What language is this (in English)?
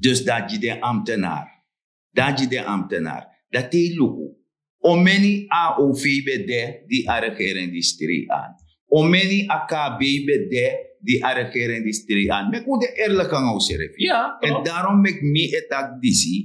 Sranan Tongo